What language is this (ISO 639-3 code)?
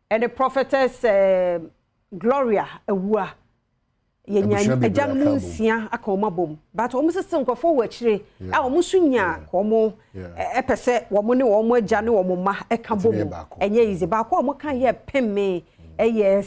aka